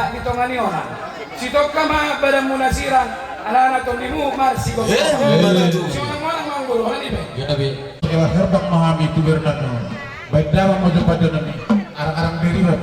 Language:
Batak Toba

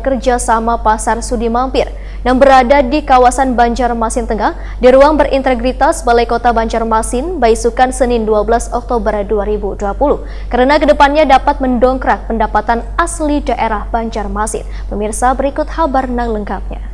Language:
Banjar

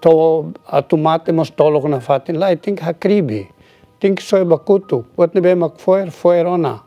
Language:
Tetum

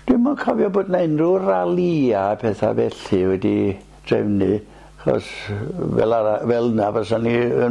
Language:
Welsh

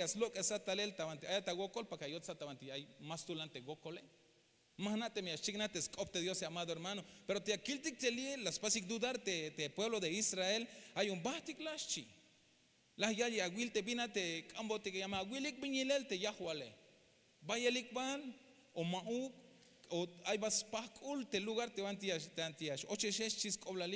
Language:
Tzeltal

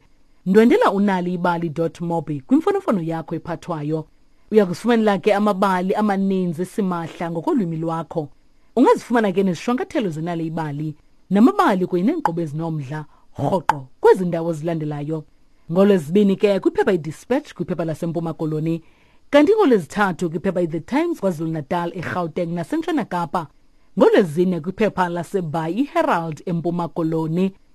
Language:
Xhosa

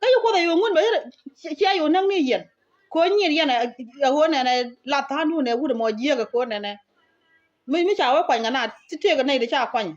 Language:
Nuer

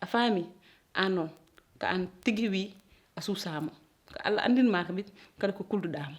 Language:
Fula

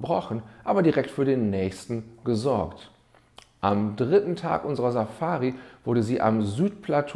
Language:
German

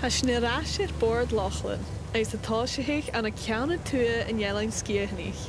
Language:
Scottish Gaelic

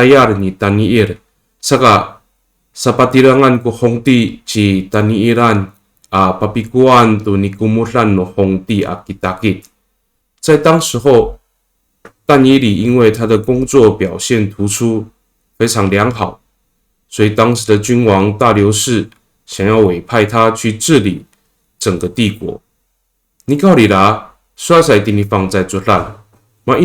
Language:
Amis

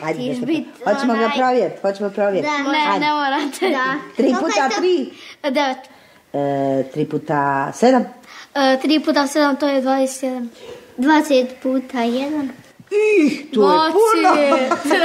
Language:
Bosnian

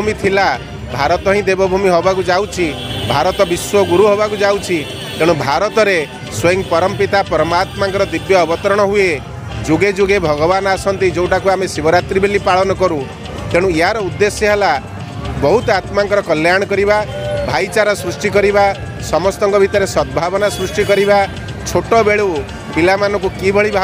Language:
Odia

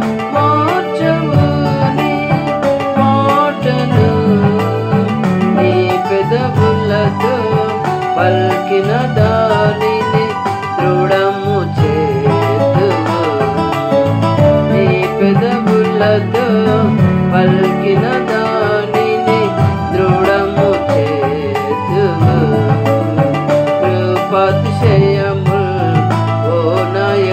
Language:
Telugu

